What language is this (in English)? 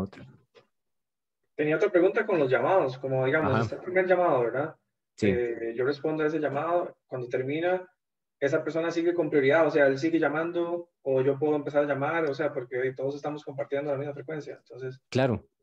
Spanish